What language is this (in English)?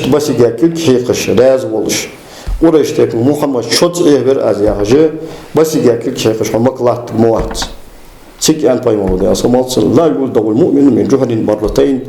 Ingush